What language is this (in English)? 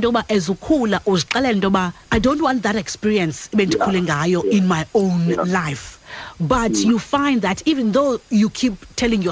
Xhosa